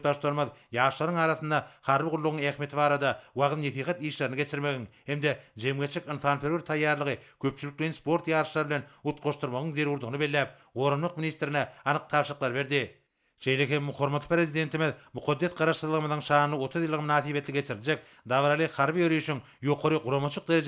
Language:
Turkmen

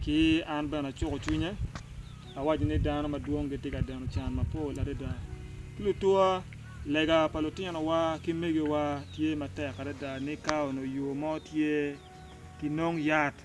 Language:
Acoli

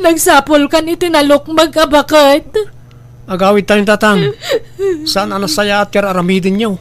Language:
Iloko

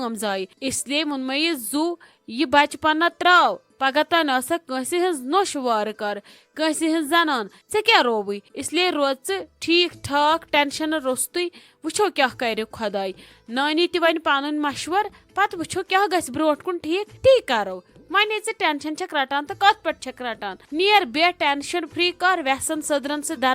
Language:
Kashmiri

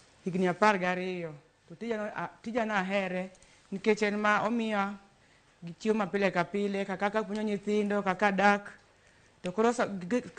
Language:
Luo (Kenya and Tanzania)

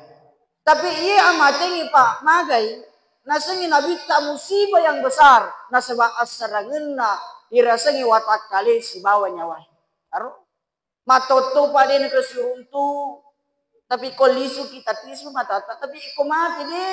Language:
Buginese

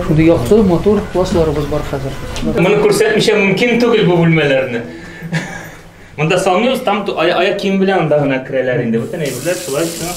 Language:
Tatar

